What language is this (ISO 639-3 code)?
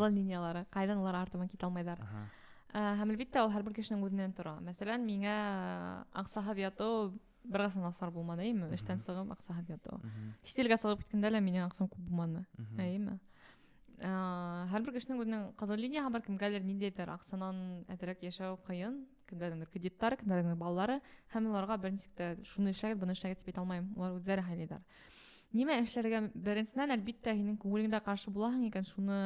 bak